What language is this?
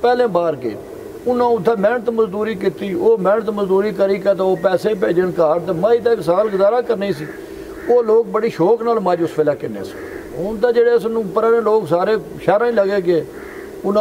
Pahari-Potwari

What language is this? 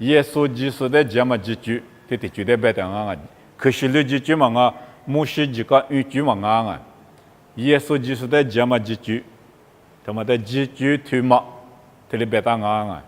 Lisu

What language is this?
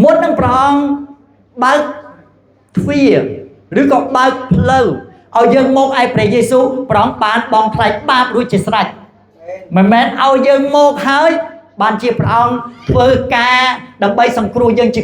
Khmer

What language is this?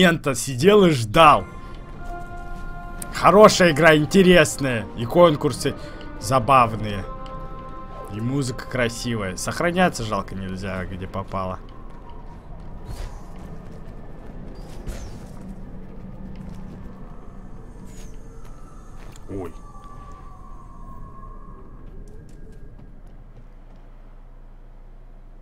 Russian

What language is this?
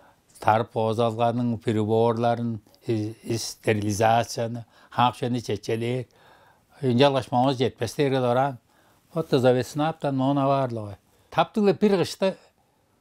Tuvinian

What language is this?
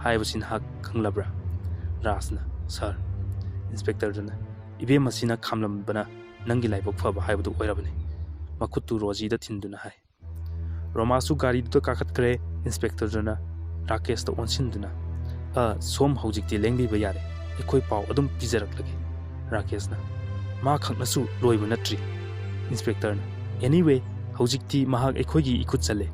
Manipuri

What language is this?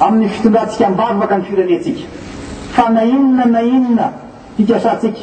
Malagasy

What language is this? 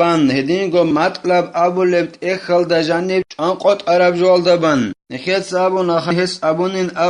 Avaric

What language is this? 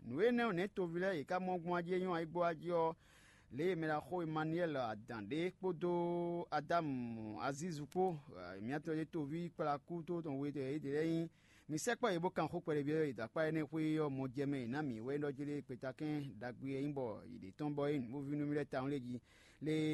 Fon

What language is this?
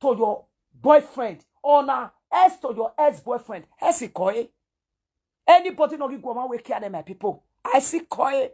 Nigerian Pidgin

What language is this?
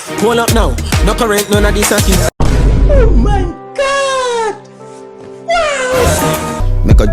Jamaican Creole English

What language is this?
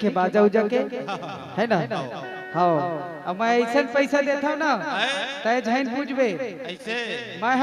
Chhattisgarhi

